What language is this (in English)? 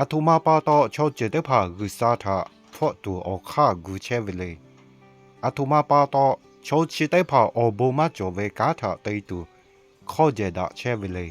Lahu